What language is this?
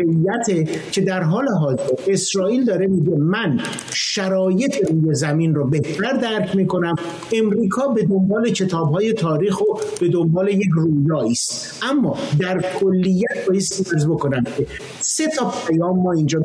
Persian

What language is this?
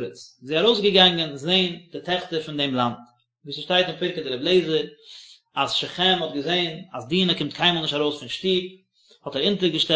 Yiddish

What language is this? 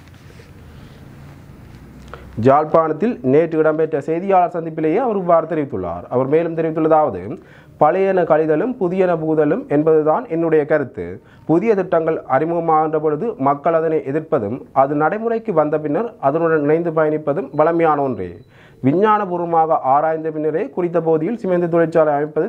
Tamil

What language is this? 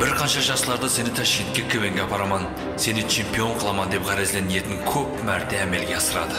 Kara-Kalpak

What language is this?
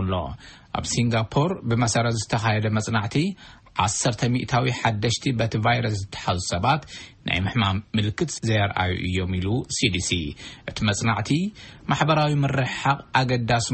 Tigrinya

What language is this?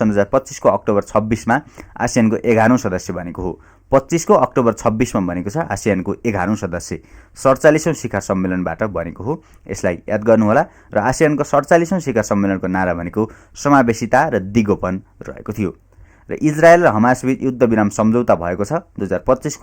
Nepali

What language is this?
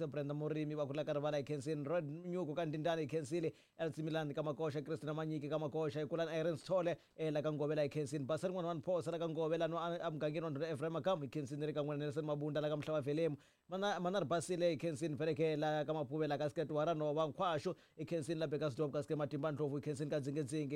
Tsonga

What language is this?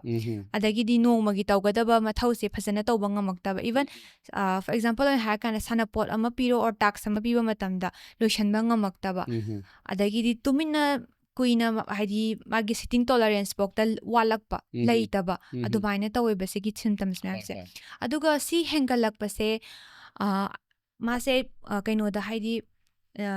Manipuri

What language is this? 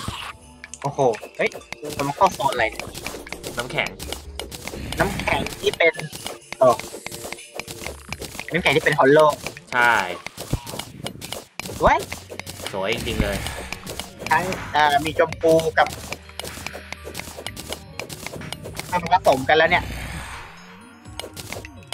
Thai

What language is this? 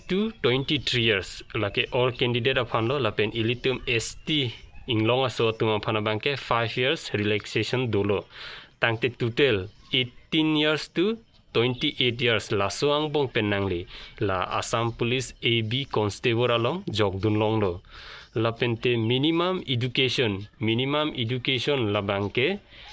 Karbi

